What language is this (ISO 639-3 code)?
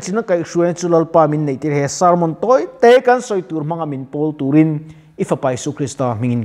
lus